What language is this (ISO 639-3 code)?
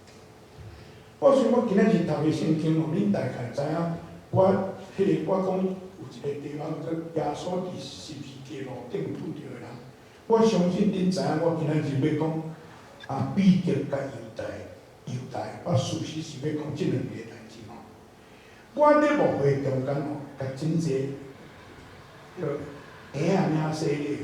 nan